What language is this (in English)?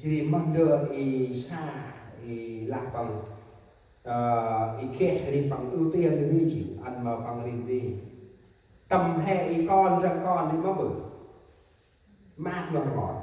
Central Mnong